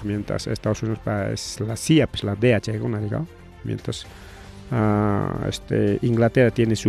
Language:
Ayacucho Quechua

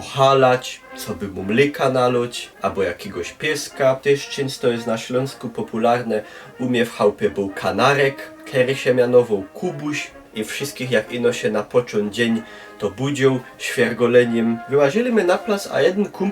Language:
Silesian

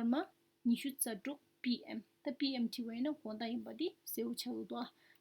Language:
Tibetan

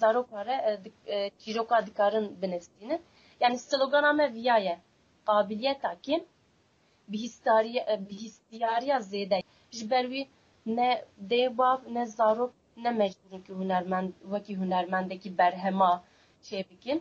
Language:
Kurdish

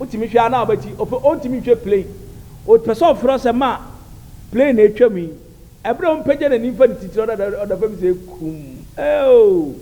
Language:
Akan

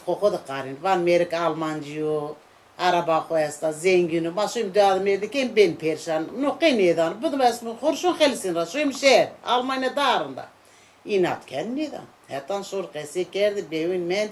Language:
Zaza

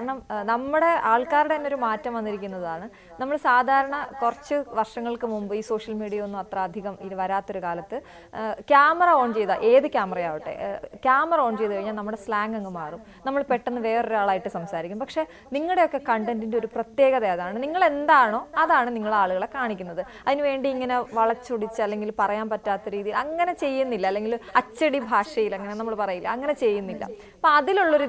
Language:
Malayalam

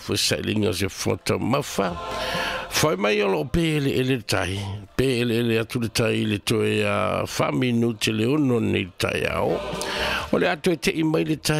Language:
Samoan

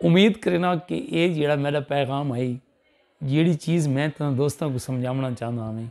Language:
Saraiki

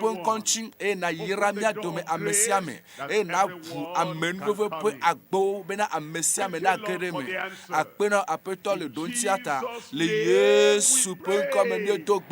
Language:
Ewe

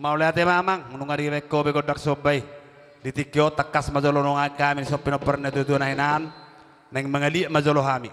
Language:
Batak Toba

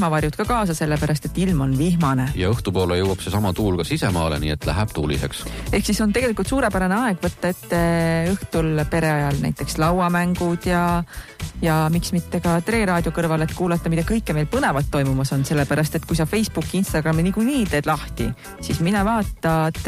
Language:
Estonian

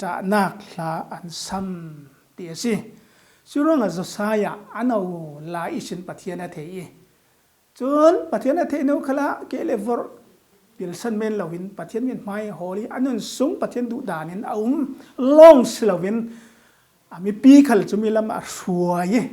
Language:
Falam Chin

